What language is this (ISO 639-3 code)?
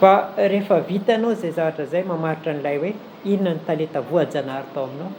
mlg